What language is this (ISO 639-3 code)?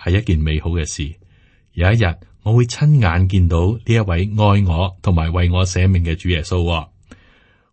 yue